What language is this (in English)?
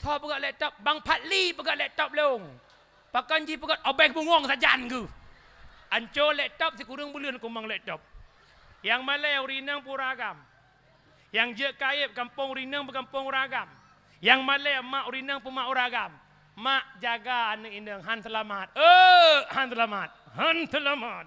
Achinese